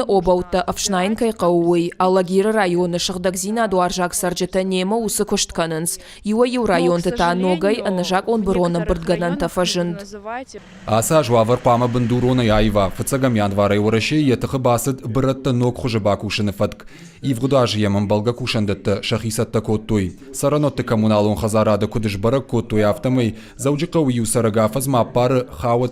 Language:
Ossetic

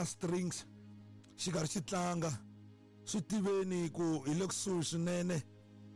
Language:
Tsonga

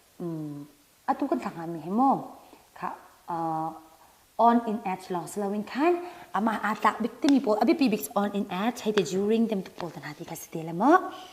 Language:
Hakha Chin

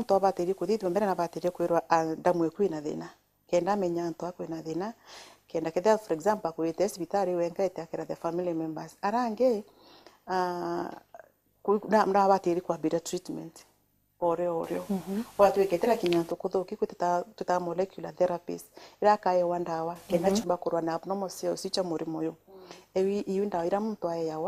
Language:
Meru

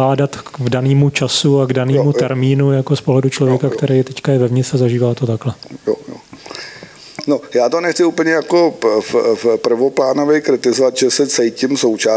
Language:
Czech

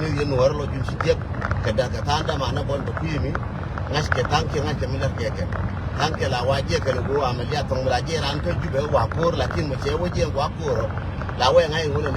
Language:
Nuer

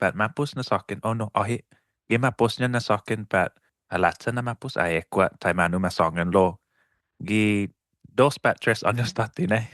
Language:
Chamorro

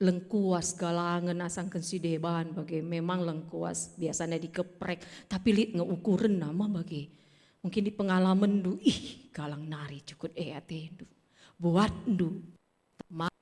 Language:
Batak Karo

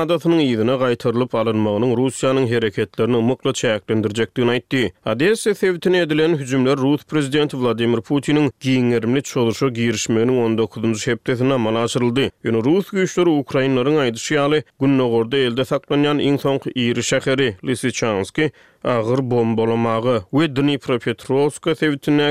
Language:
Turkmen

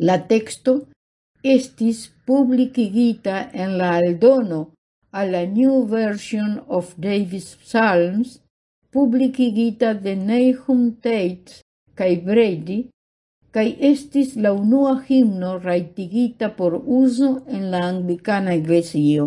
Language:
Esperanto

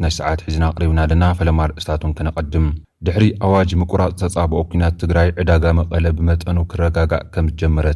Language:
Tigrinya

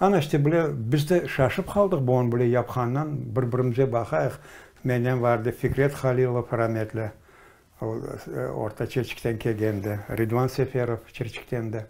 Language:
Crimean Tatar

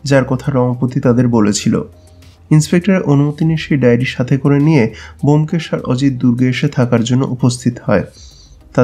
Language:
Bangla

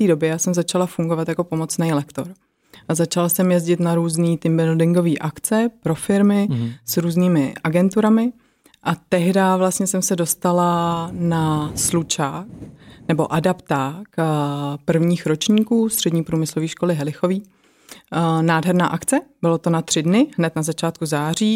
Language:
Czech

